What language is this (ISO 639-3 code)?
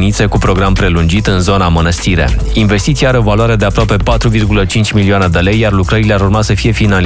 ron